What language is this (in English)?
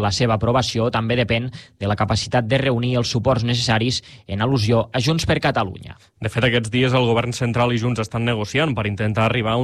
Catalan